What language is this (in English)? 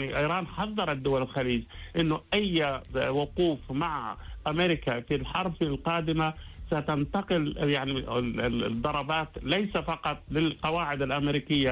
Arabic